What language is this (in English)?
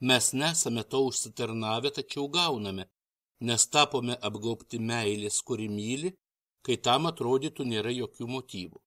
Lithuanian